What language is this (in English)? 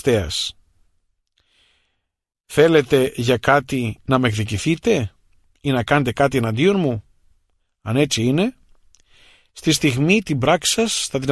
Greek